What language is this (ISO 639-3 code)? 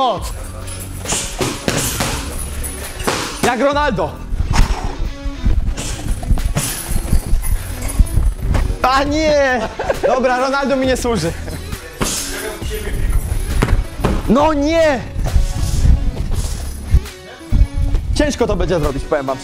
pol